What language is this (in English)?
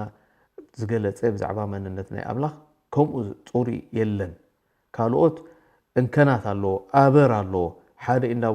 Tigrinya